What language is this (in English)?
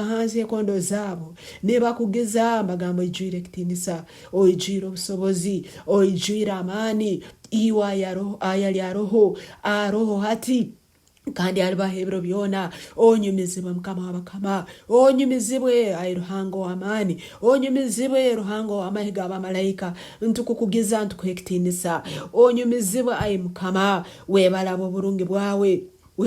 Nyankole